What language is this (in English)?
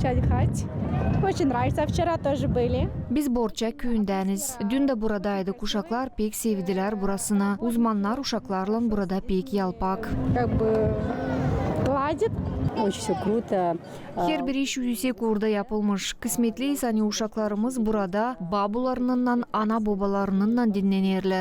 Gagauz